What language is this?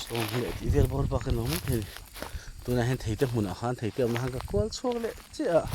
Mizo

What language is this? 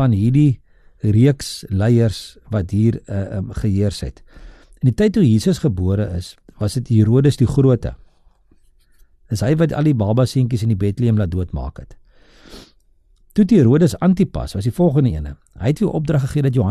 Afrikaans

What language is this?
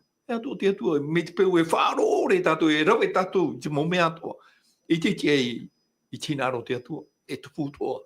Tahitian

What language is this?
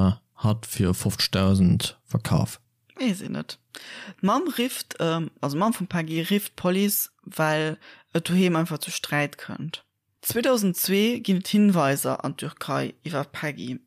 Luxembourgish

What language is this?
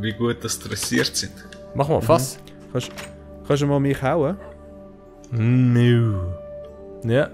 Swiss German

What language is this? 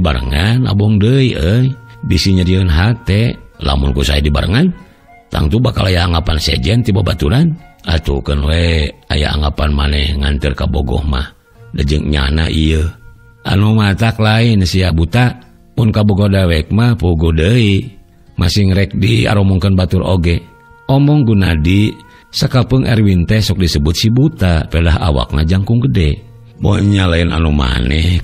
Sundanese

